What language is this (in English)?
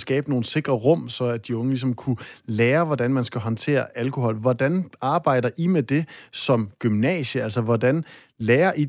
Danish